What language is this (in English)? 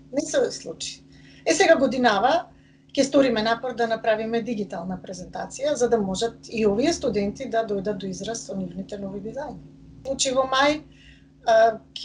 Macedonian